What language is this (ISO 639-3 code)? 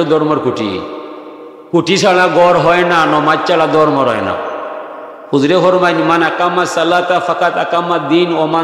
syl